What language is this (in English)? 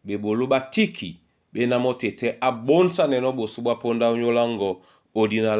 Duala